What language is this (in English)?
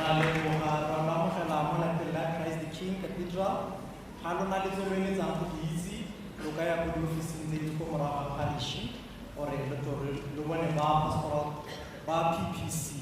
Tswana